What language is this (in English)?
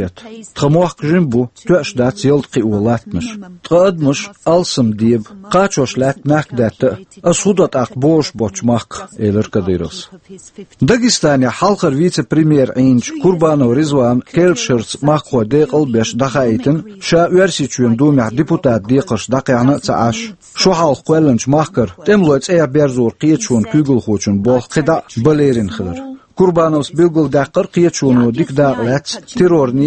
Chechen